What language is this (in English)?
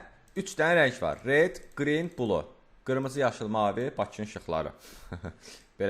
Azerbaijani